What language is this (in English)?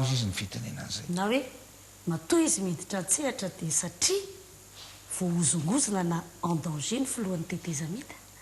Malagasy